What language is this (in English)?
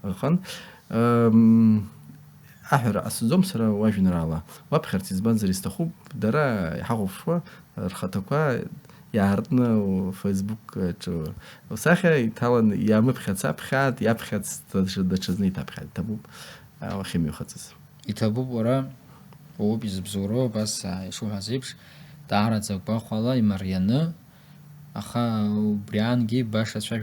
Abkhazian